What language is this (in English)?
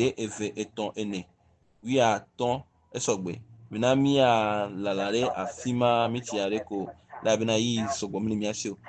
Ewe